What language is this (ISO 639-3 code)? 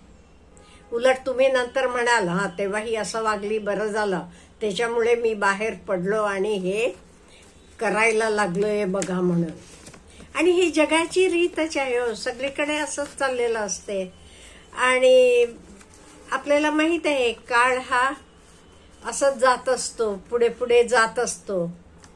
mar